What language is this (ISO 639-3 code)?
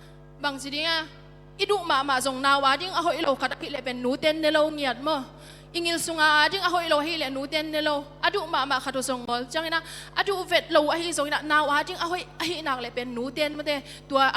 ctd